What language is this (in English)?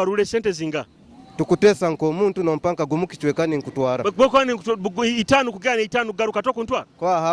Nyoro